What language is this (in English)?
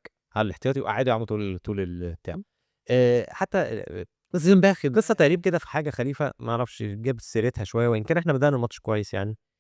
Egyptian Arabic